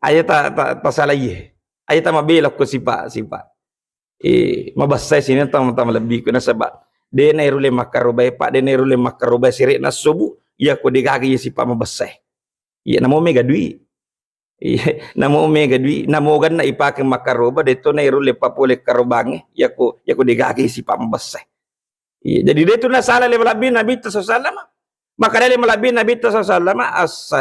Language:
Buginese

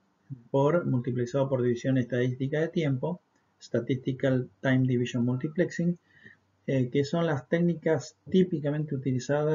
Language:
Spanish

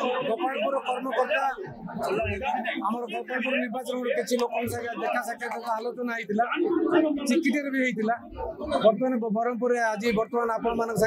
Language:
Odia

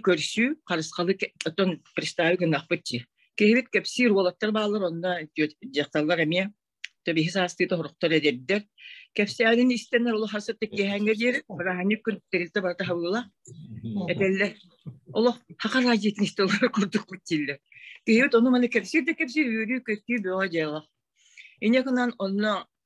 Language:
Yakut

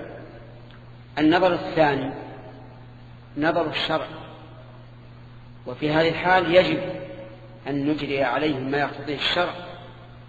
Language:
Arabic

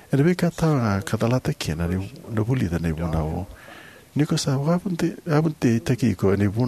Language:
Fijian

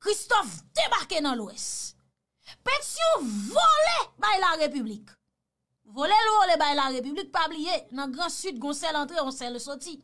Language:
Haitian Creole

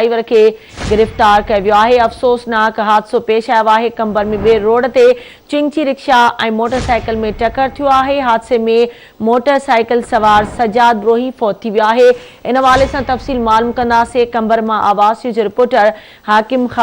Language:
Sindhi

